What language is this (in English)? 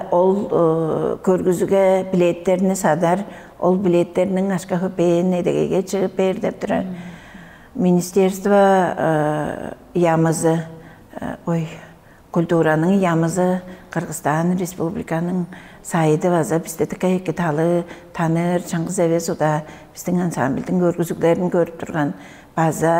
Tuvinian